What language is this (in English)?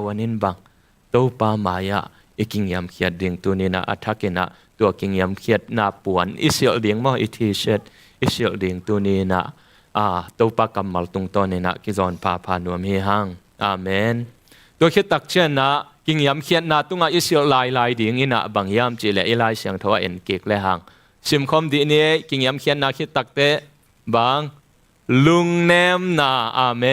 Tedim Chin